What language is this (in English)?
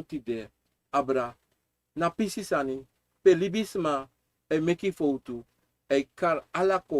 Sranan Tongo